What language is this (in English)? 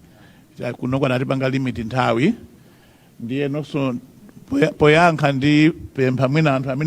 Nyanja